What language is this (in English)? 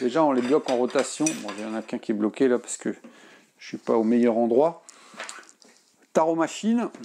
French